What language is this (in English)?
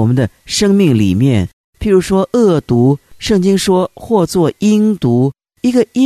Chinese